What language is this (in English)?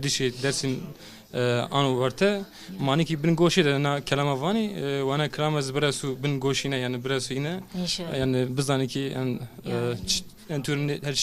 Zaza